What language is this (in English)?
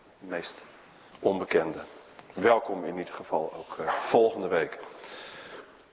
Dutch